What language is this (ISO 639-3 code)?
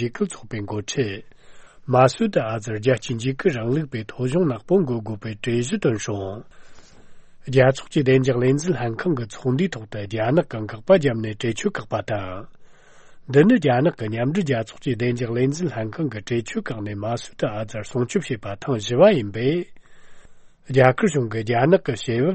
bod